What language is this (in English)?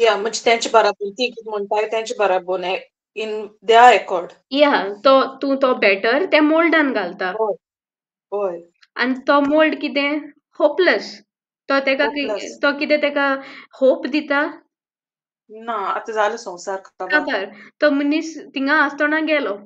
Konkani